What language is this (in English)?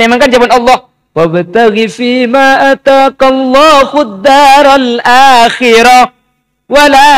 Madurese